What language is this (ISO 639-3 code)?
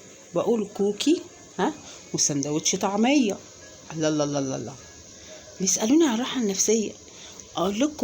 arz